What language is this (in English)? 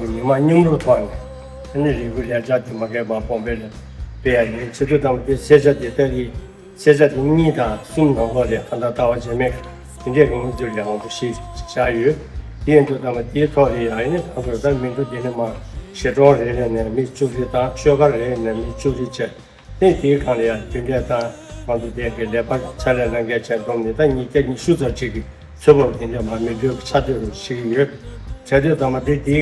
Tibetan